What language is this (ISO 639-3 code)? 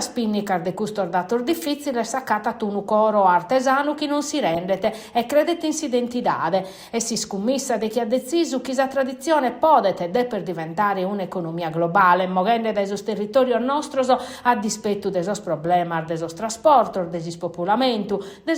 srd